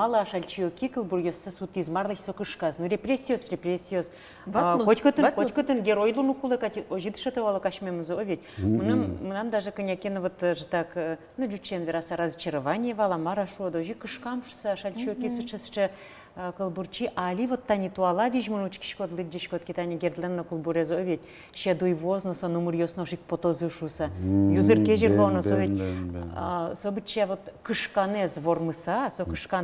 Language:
Udmurt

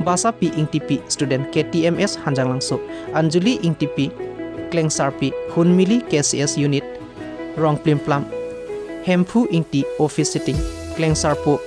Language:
Karbi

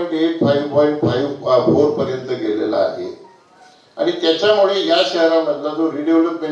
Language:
Marathi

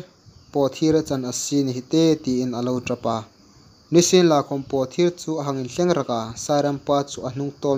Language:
Hmar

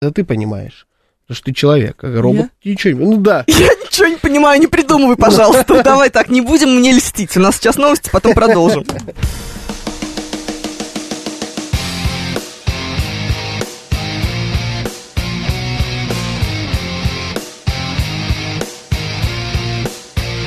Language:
Russian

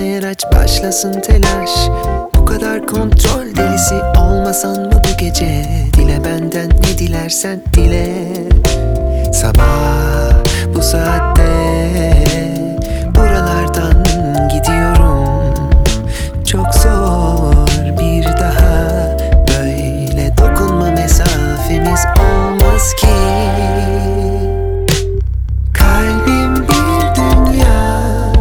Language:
Turkish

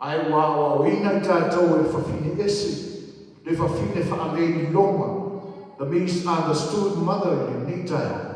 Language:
Samoan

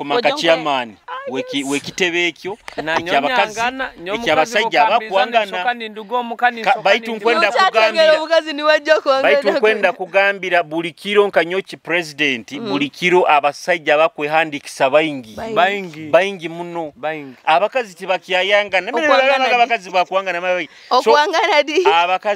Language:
Nyoro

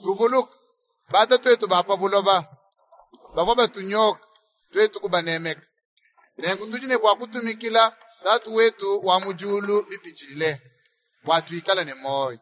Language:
Luba-Lulua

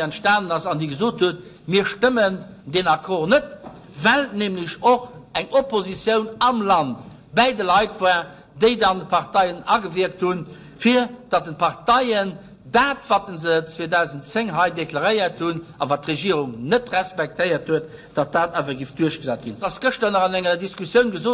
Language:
Luxembourgish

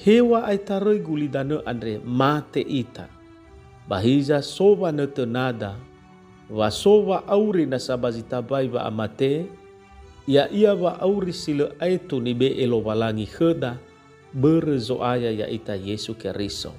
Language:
Nias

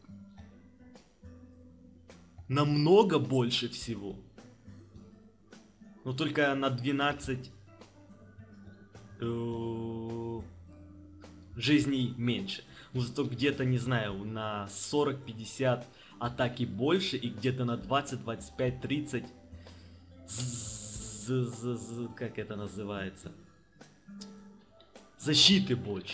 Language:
Russian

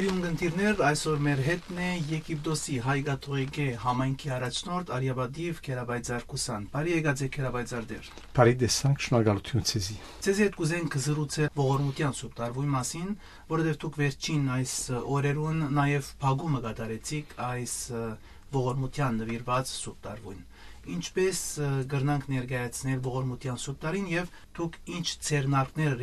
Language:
Armenian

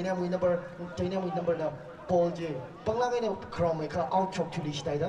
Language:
Tangkhul Naga (India)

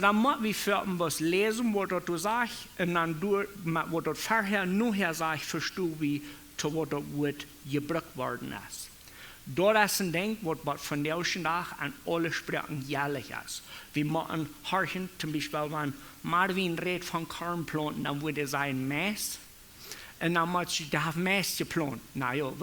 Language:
Plautdietsch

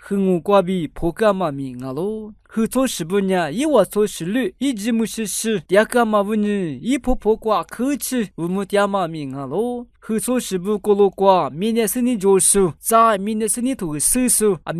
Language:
Lisu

